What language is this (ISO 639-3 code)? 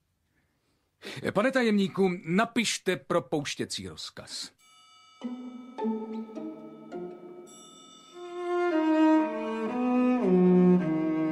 ces